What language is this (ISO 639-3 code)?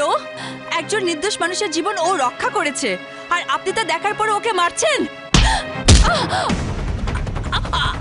ben